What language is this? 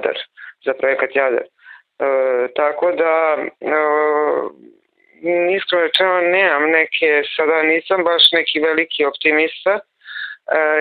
Serbian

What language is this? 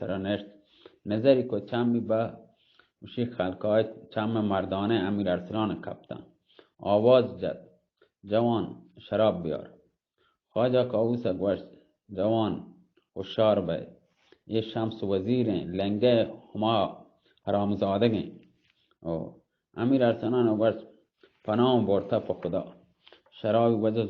Baluchi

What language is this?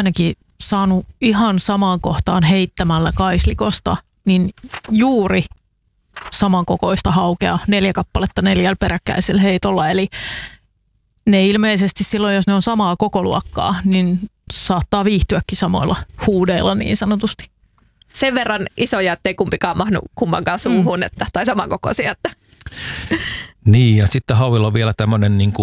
Finnish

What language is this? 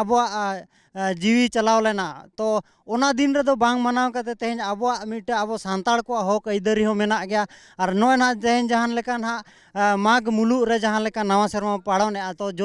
Santali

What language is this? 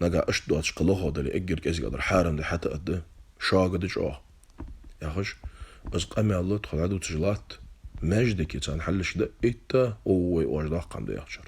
Ingush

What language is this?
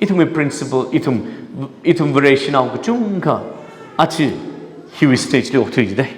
Tangkhul Naga (India)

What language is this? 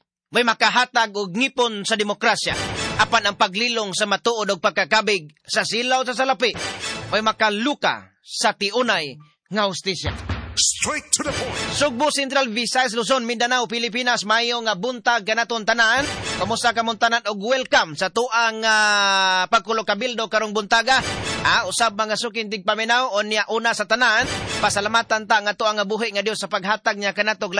Cebuano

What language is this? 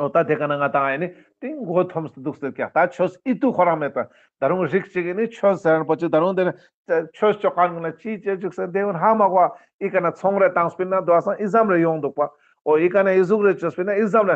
Ladakhi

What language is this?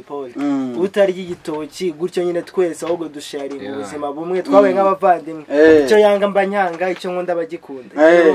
Kinyarwanda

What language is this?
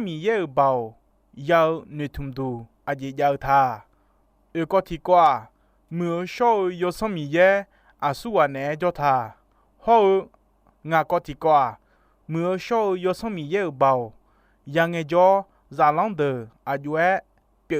Akha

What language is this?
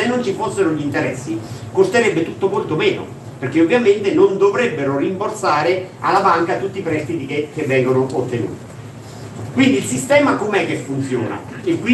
Italian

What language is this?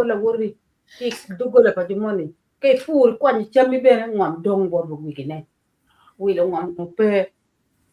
Acoli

